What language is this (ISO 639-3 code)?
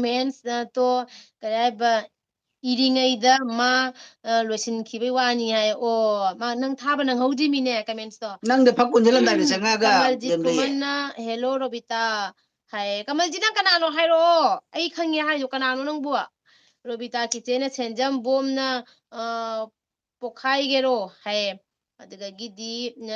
mni